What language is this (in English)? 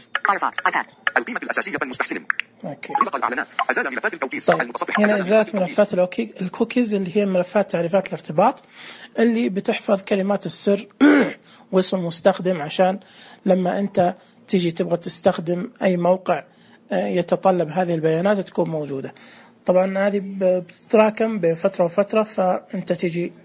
Najdi Arabic